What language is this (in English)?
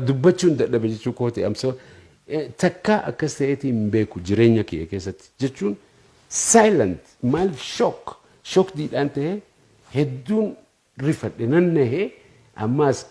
Oromo